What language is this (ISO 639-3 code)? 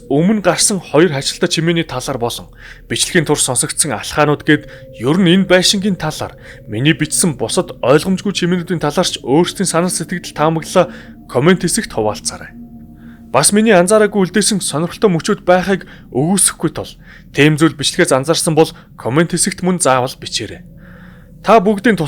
mon